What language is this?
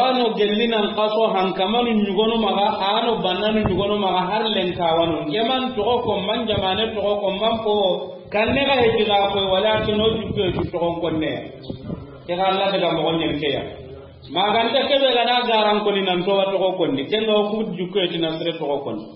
Soninke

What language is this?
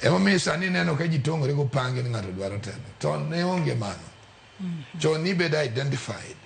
Luo (Kenya and Tanzania)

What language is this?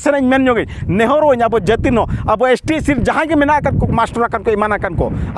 Santali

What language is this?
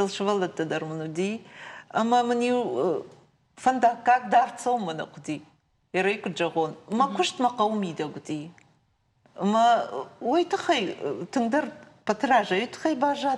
Ossetic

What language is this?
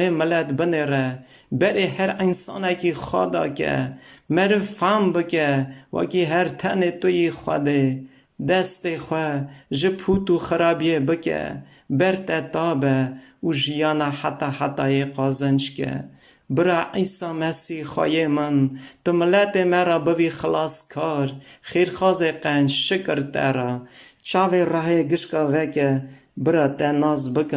Kurdish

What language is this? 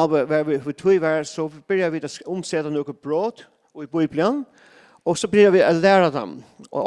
Faroese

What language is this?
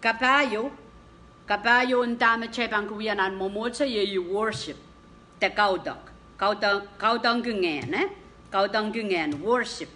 Pohnpeian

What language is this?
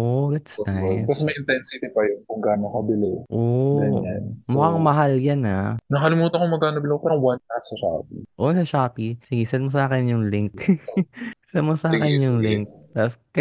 Filipino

